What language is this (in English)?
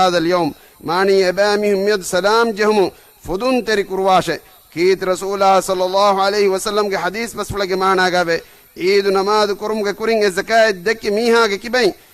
Divehi